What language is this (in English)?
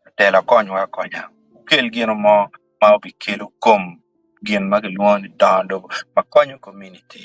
Acoli